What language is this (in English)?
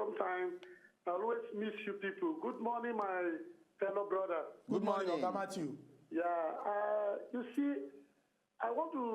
Nigerian Pidgin